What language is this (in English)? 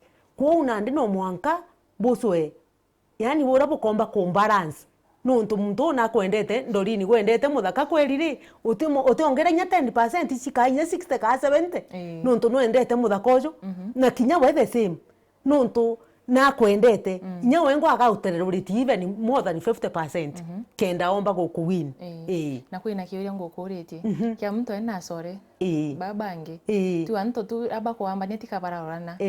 Meru